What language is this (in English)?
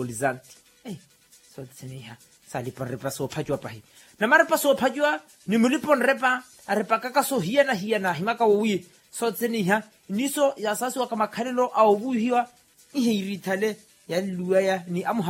Makhuwa